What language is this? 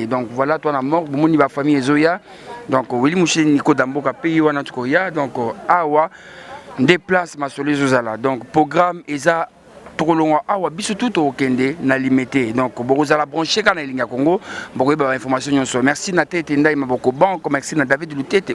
Lingala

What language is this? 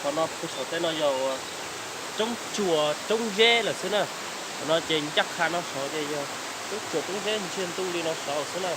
Hmong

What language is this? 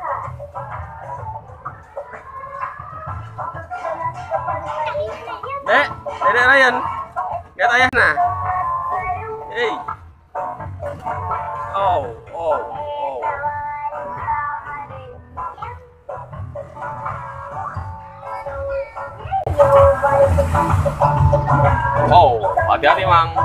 Indonesian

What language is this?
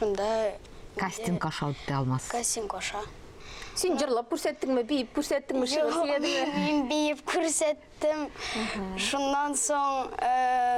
Tatar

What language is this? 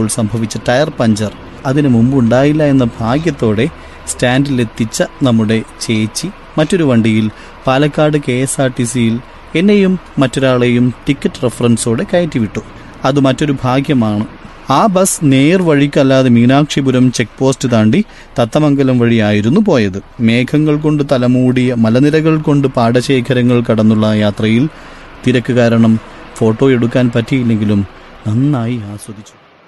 Malayalam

